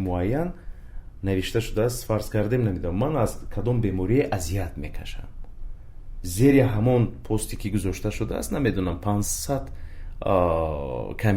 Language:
Tajik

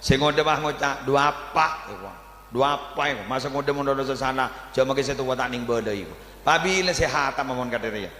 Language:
Madurese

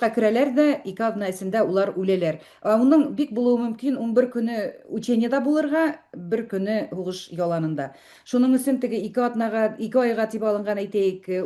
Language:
Bashkir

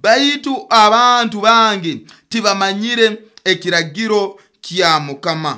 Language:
Nyoro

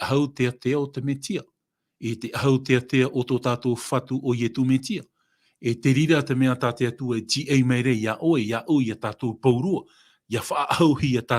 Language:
Tahitian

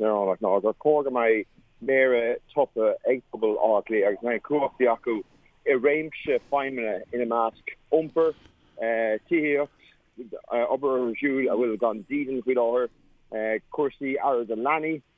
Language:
Irish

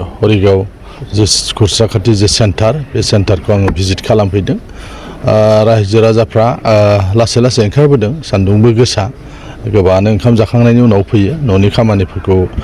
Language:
Bodo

